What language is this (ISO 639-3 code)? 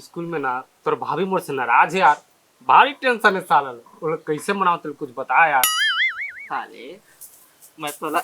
hne